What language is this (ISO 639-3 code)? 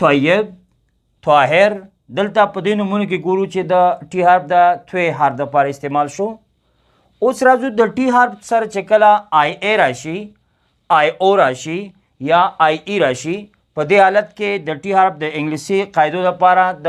pus